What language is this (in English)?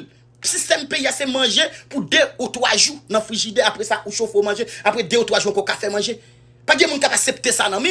Haitian Creole